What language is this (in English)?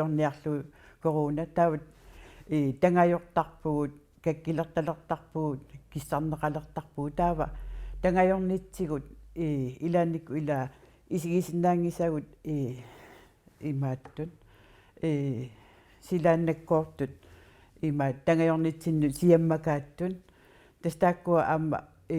Kalaallisut